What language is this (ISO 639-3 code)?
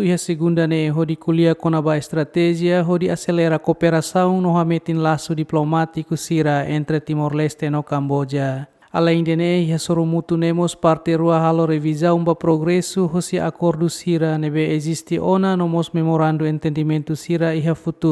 tet